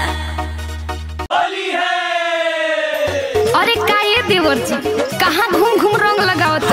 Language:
Bhojpuri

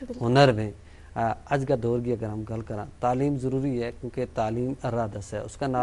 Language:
Gujari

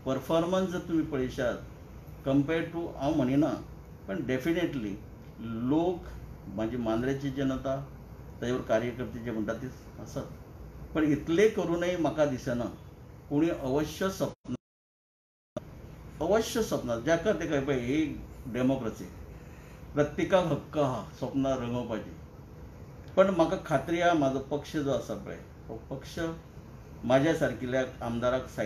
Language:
Konkani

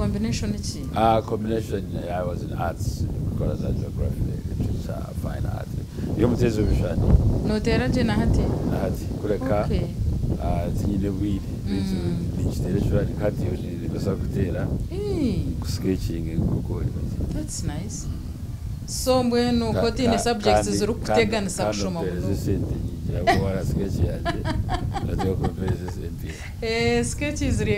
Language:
Nyankole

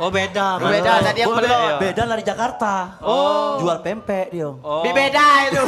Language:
Musi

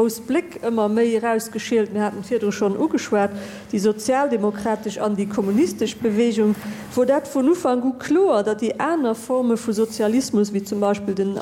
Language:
Luxembourgish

